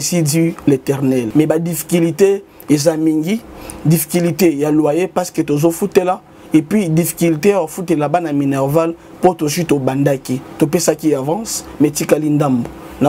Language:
Lingala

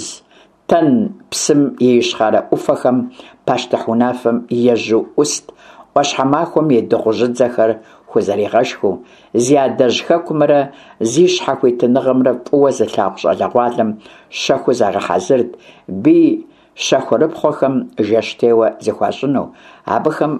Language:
Kabardian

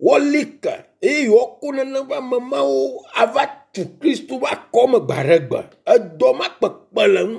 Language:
Ewe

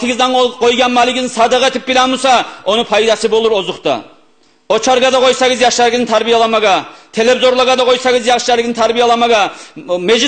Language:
Kumyk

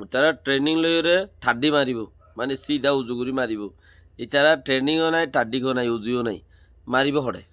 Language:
Rohingya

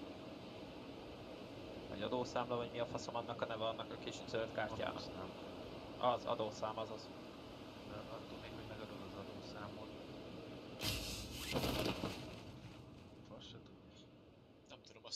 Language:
Hungarian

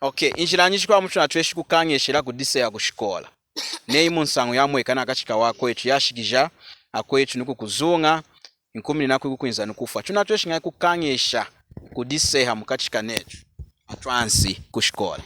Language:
Lunda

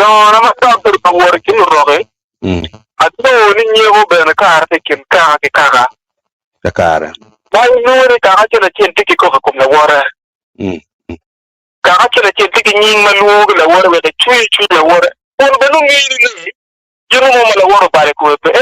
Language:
Acoli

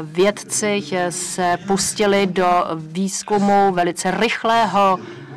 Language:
Czech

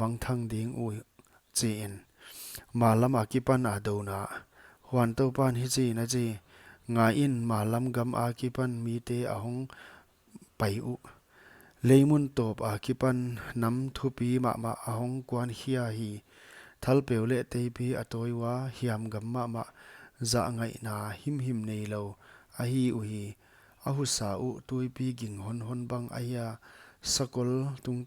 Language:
Paite Chin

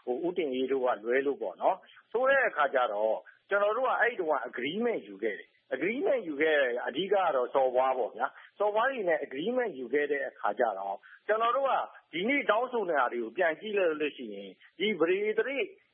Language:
Burmese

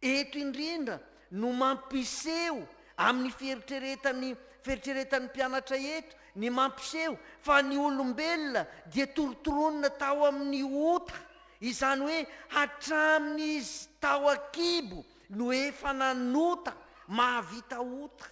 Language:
Malagasy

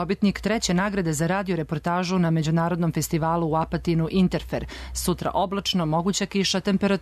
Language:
Serbian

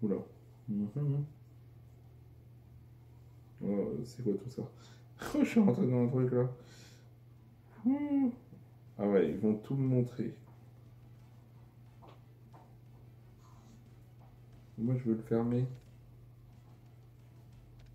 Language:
French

